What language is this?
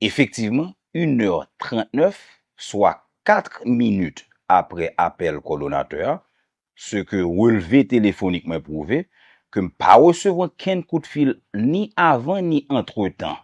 Haitian Creole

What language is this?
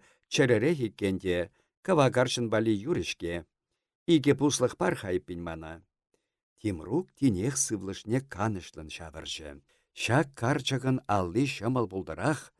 Chuvash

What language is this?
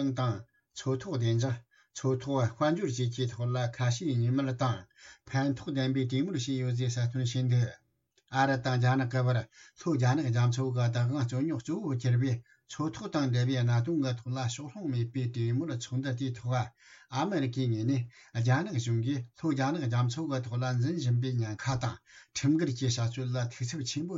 Tibetan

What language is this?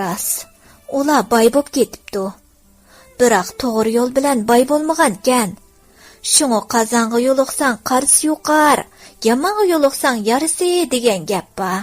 Uyghur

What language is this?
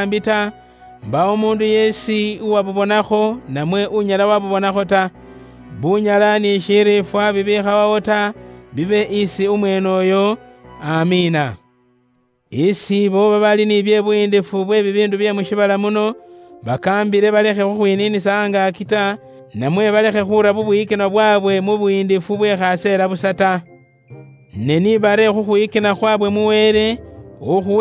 Luyia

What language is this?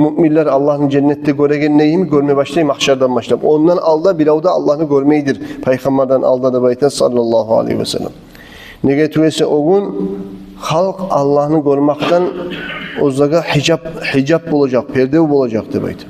Kumyk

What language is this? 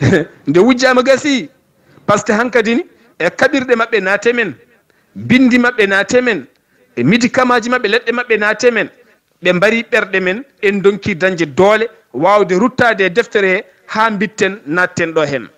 Fula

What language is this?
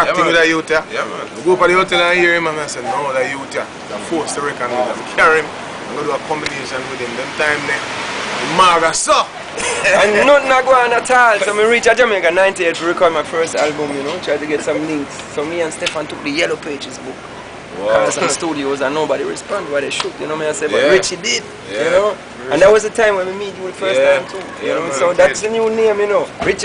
Jamaican Creole English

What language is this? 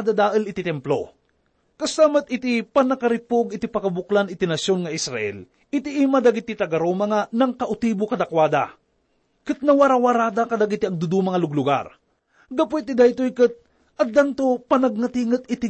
Iloko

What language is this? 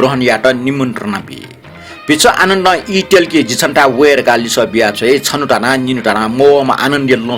Newari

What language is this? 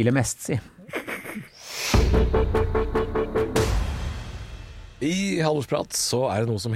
Norwegian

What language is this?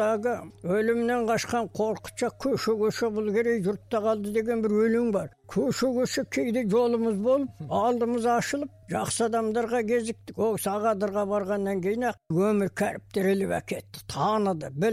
Kazakh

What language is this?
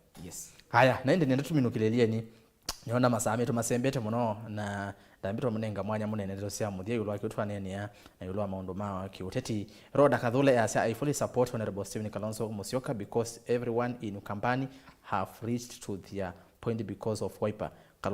Kamba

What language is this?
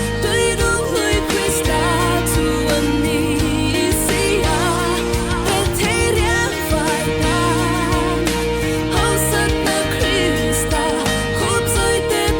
Falam Chin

